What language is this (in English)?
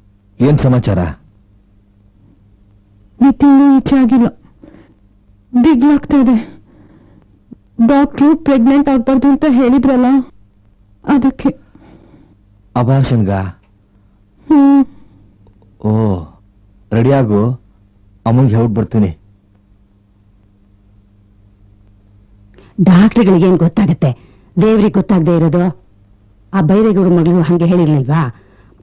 Kannada